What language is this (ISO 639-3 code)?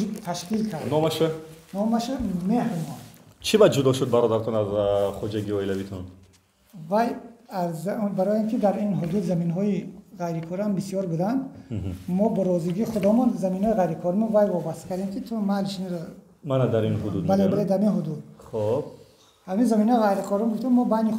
tgk